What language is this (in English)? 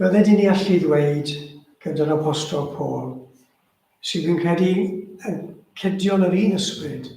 Welsh